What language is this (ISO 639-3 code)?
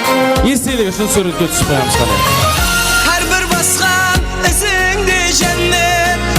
kaa